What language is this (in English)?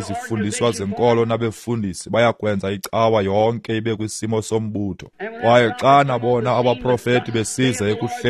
Xhosa